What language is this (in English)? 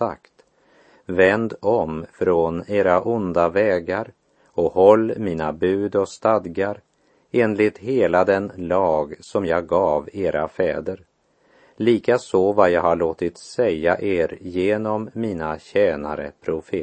Swedish